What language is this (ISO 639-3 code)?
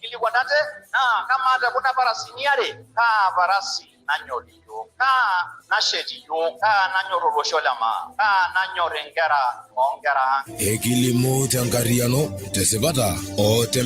mas